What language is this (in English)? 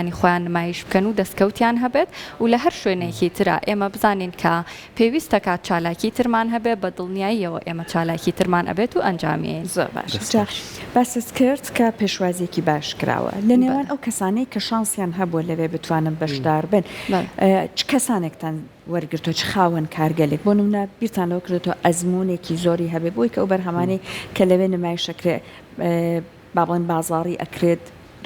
Central Kurdish